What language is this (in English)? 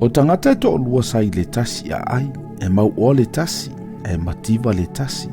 Samoan